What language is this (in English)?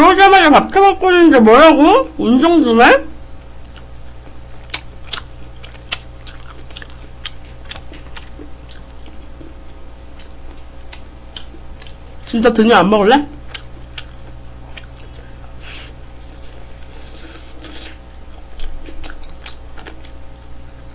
Korean